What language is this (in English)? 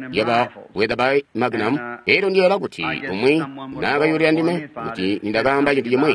Tonga (Zambia)